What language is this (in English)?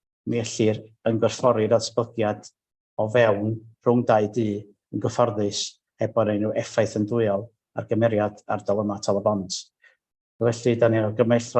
Welsh